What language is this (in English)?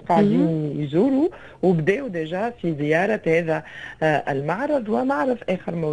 Tunisian Arabic